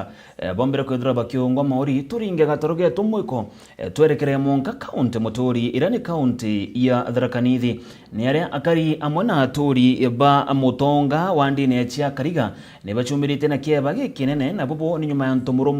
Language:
Meru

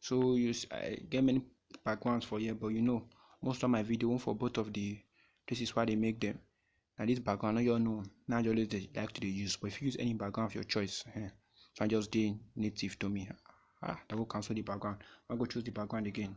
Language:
Nigerian Pidgin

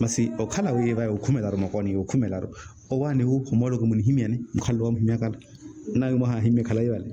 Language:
Makhuwa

